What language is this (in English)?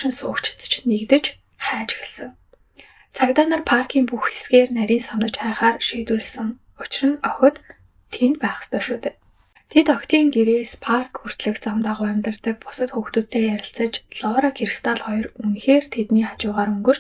Mongolian